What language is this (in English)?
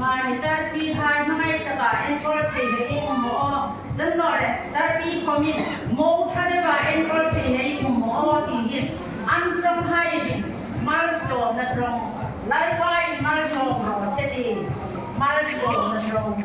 Hmar